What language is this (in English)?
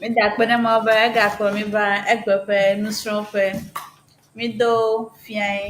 Ewe